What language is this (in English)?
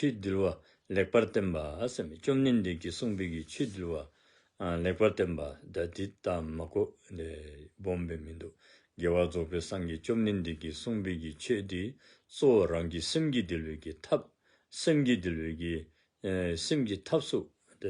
Dzongkha